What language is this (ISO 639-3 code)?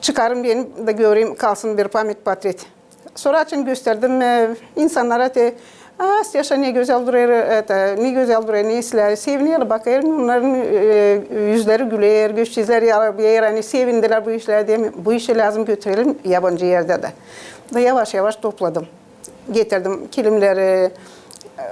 gag